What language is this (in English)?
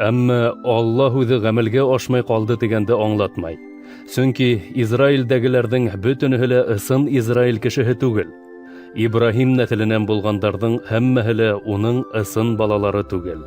Bashkir